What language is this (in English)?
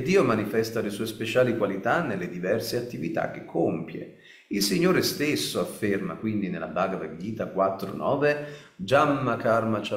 Italian